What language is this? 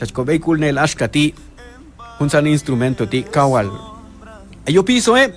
Q'anjob'al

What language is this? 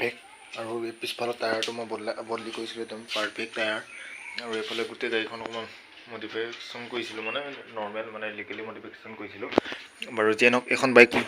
Assamese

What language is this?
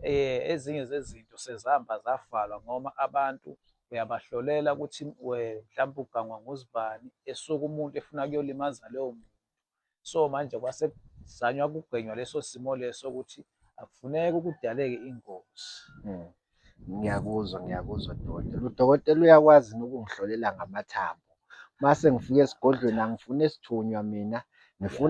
Zulu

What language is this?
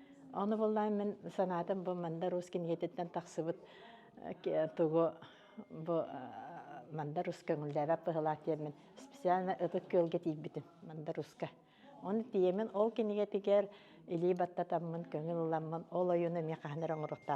Yakut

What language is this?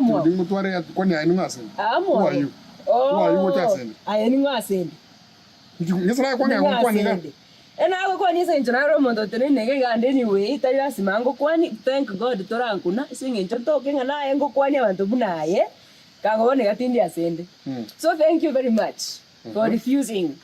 Gusii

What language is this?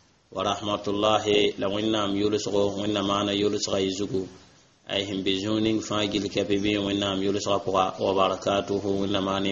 Mossi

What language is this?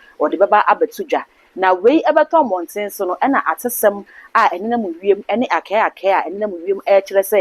Akan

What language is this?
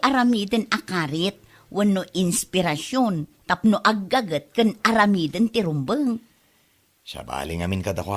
Iloko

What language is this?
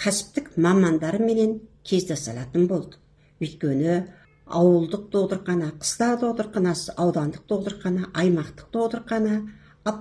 Kazakh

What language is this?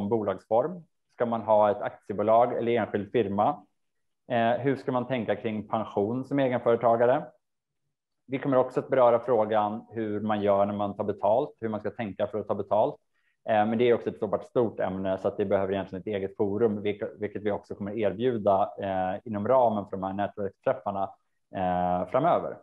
Swedish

